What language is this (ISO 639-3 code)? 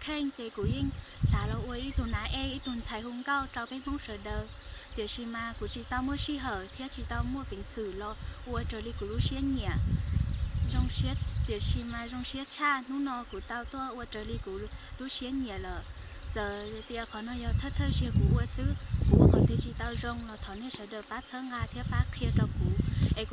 hmn